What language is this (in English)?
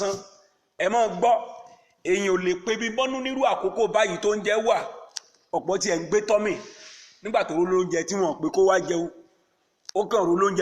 Yoruba